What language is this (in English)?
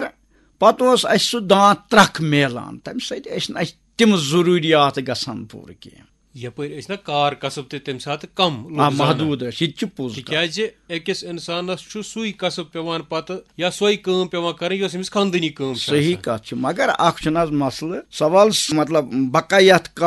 Kashmiri